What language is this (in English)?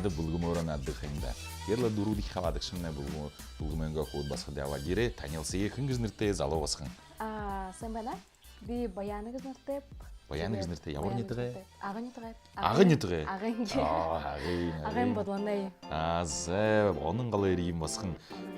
Buriat